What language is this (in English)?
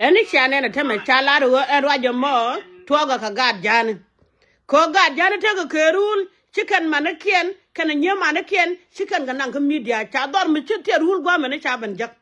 Nuer